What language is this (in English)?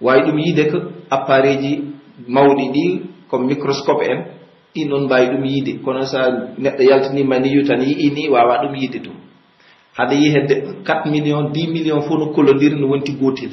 Pular